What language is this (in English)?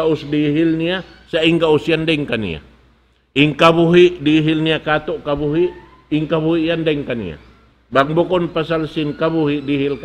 Tausug